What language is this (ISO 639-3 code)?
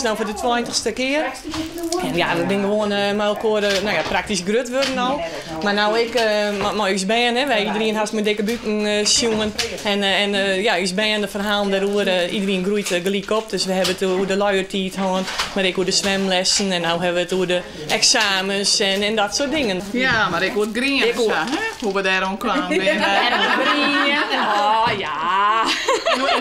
fry